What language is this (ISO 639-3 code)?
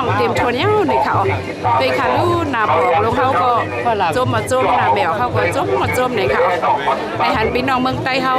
shn